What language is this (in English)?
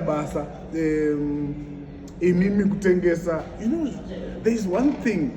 Shona